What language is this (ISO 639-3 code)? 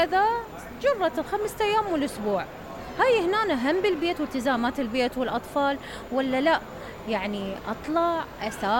acm